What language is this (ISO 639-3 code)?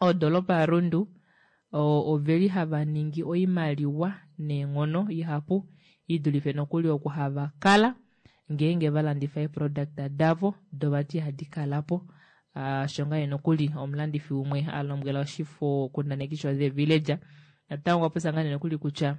kua